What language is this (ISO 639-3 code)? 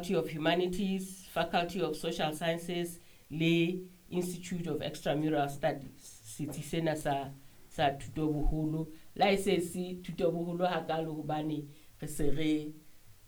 sot